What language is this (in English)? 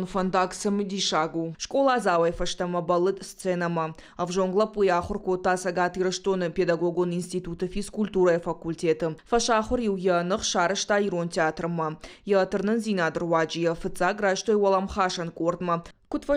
Ossetic